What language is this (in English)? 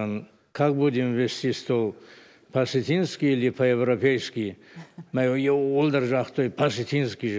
Ossetic